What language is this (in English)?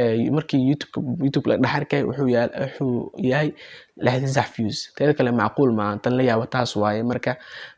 Somali